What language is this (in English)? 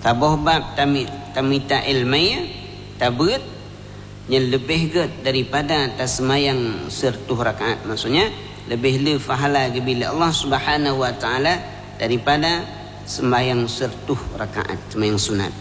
Achinese